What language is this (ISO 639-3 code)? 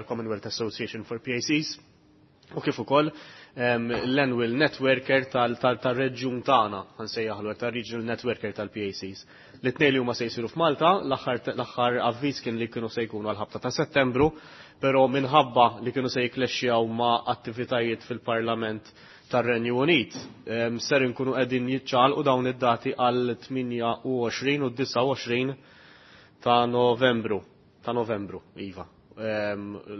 mlt